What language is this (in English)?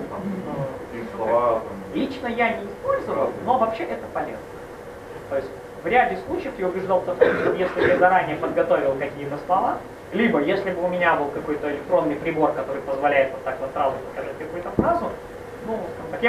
Russian